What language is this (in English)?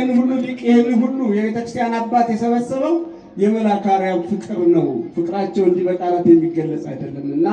Amharic